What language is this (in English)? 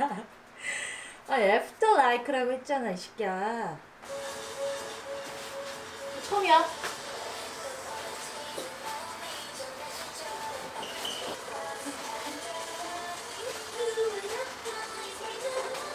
Korean